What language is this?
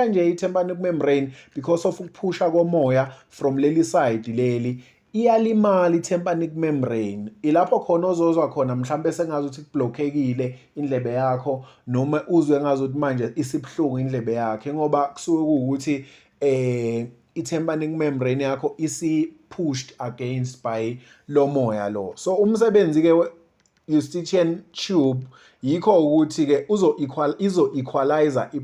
Zulu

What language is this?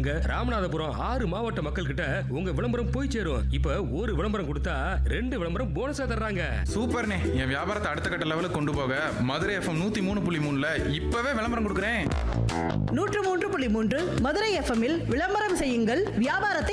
Tamil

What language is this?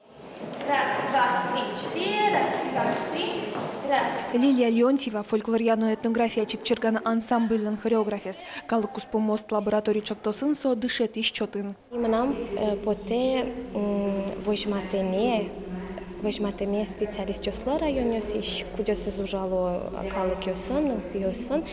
Udmurt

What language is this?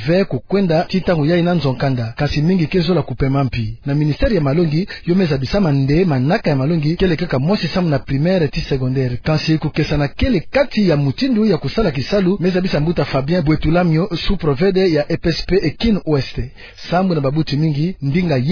Kituba (Democratic Republic of Congo)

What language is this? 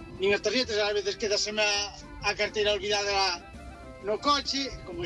Galician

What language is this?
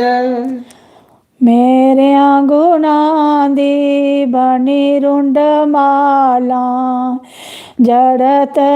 Dogri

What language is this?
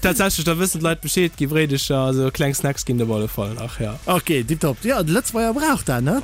Luxembourgish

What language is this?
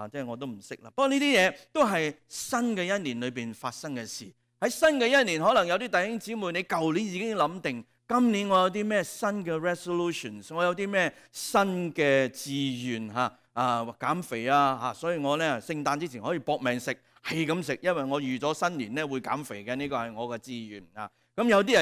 Cantonese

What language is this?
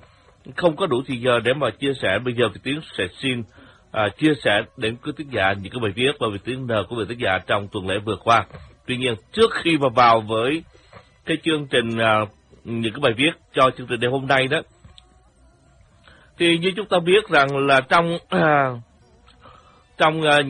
Vietnamese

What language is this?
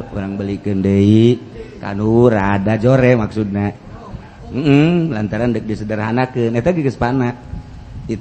Sundanese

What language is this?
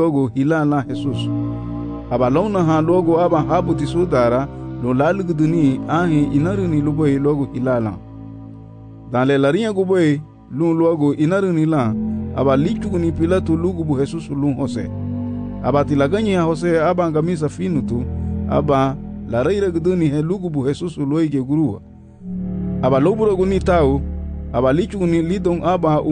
Garifuna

